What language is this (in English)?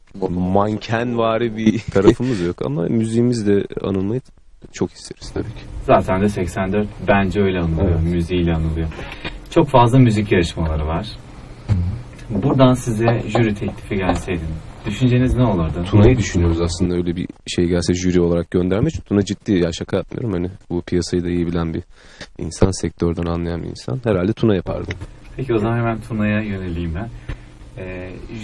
Turkish